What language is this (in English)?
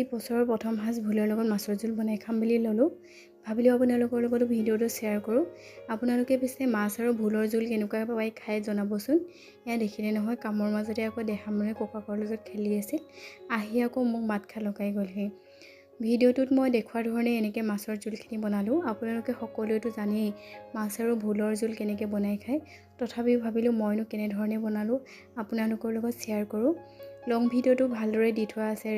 Assamese